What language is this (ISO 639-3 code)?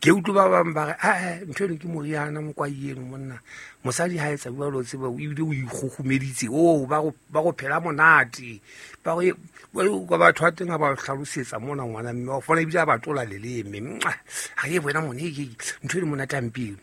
sot